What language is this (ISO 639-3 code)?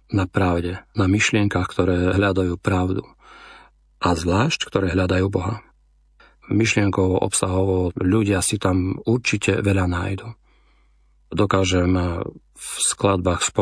slk